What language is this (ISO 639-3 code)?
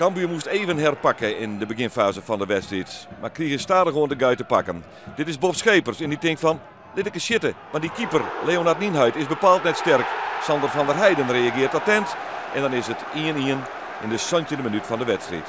fry